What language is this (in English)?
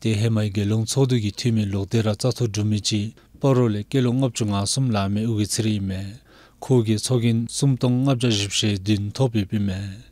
Dzongkha